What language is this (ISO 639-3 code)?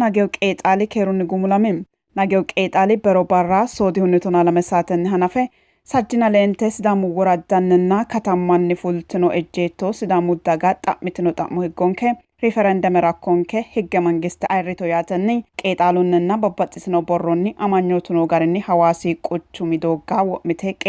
sid